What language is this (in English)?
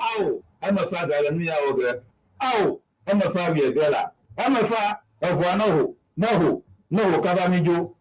Ewe